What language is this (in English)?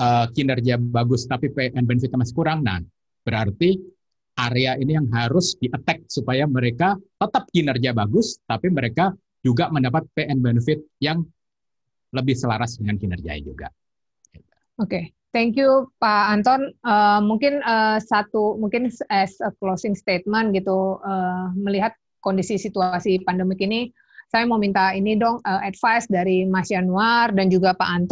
Indonesian